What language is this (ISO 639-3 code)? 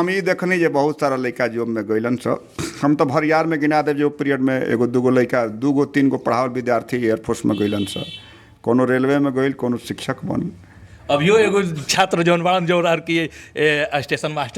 bho